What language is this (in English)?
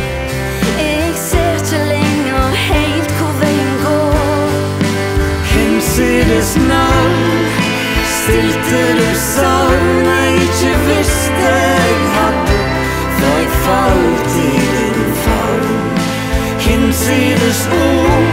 Norwegian